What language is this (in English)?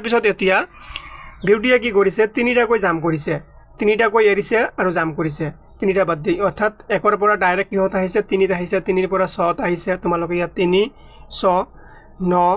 Assamese